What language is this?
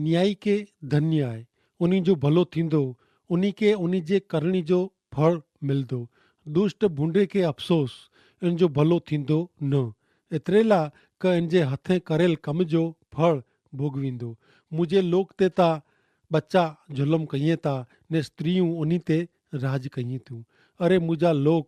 Kachhi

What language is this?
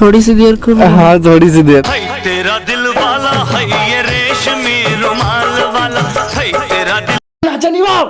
Rajasthani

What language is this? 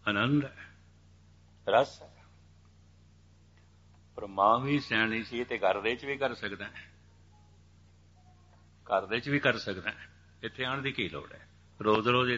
Punjabi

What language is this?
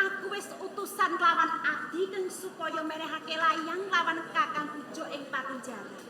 Javanese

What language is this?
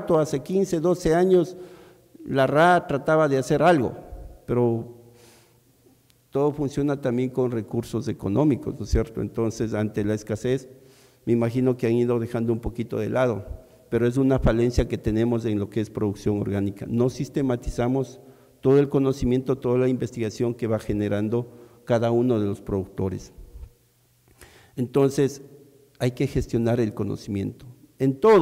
Spanish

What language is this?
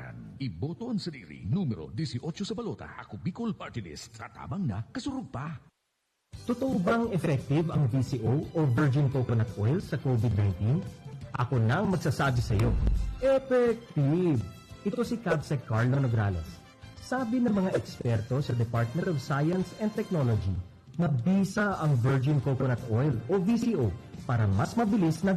Bikol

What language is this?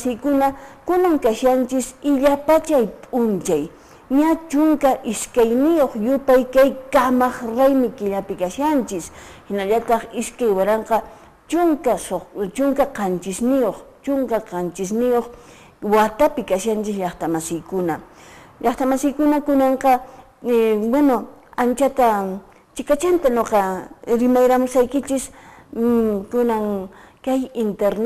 Quechua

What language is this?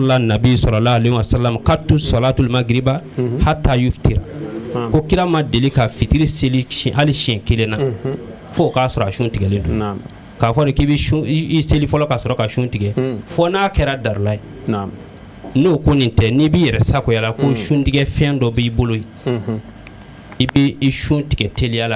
Bambara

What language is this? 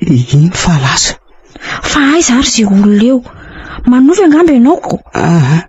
Malagasy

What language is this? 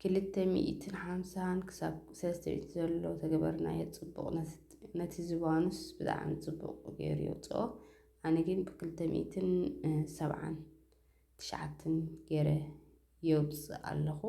Tigrinya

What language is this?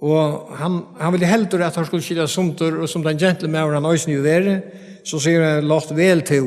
Faroese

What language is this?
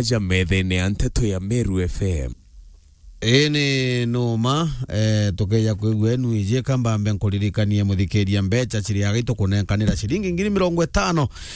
Meru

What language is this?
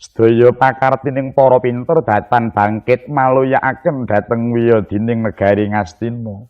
Javanese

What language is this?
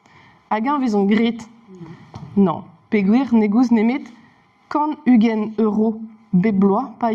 Breton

